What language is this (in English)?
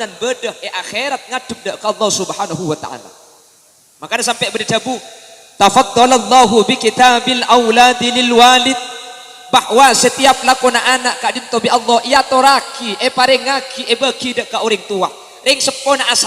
Madurese